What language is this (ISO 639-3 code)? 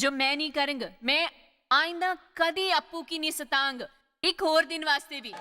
doi